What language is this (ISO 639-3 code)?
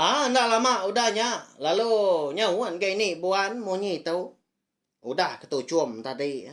iba